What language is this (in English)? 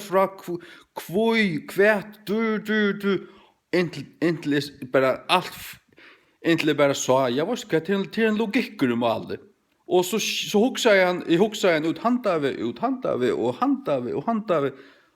Faroese